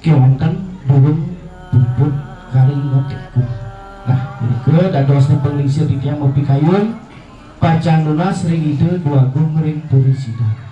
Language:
Balinese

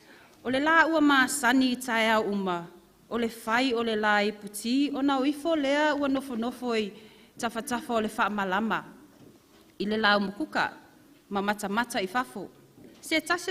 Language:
Samoan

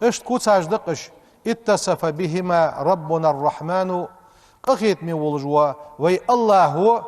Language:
Ingush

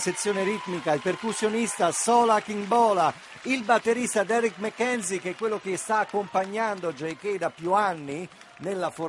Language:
Italian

